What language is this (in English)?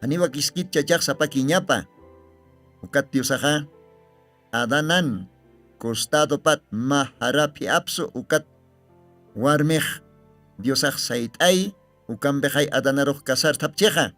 Aymara